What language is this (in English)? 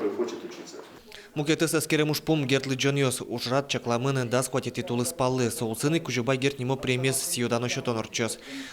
Udmurt